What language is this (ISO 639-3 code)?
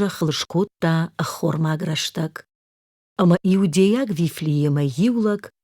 oss